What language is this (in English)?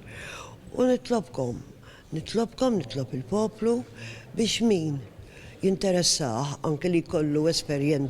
Maltese